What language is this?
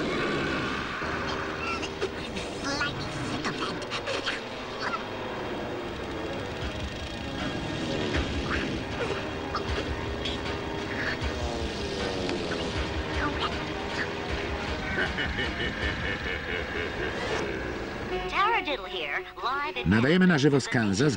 Polish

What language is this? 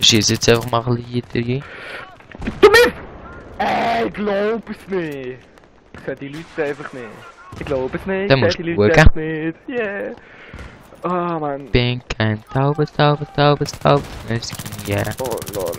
Swiss German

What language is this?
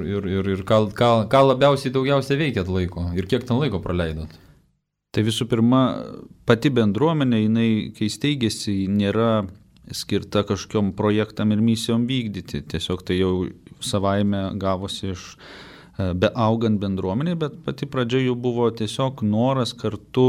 Lithuanian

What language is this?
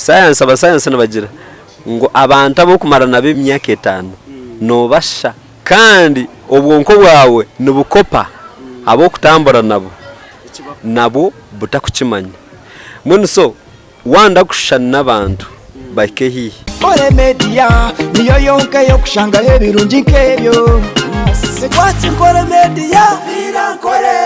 Nyankole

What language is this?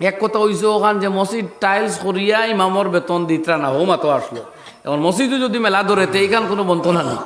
Sylheti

